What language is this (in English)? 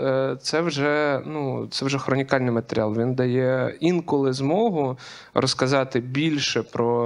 Ukrainian